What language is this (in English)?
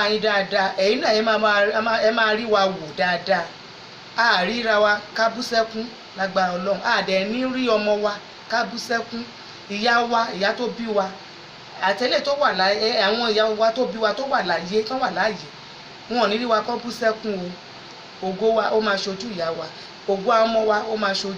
Yoruba